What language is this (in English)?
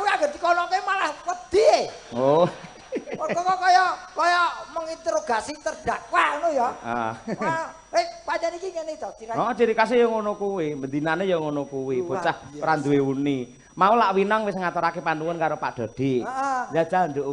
Javanese